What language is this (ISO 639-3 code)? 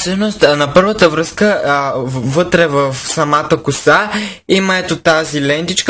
bul